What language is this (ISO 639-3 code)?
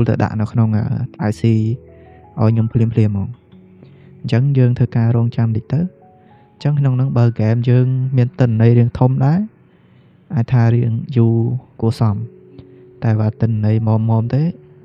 khm